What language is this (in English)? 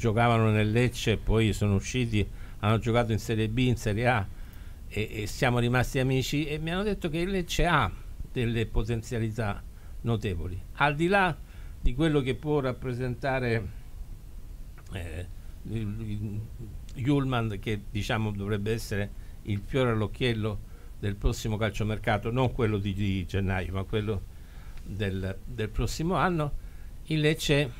Italian